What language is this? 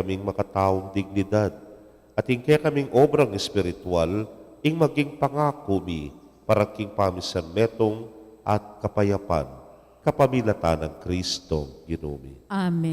Pampanga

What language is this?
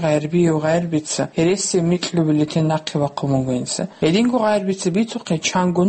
Avaric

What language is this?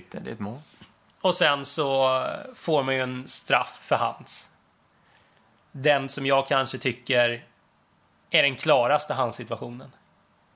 Swedish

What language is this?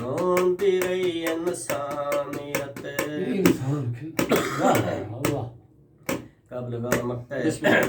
Saraiki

